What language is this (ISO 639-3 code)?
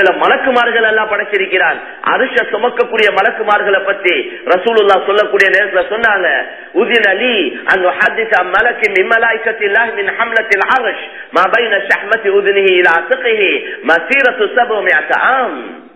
tam